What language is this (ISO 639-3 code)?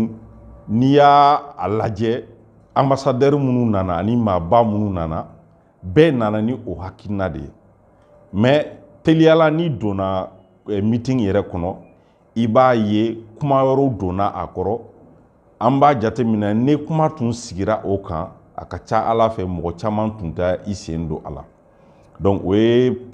bam